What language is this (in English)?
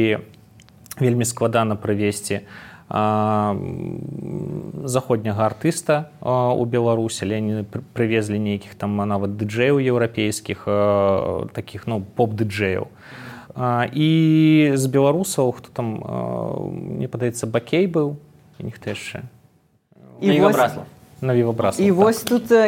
Belarusian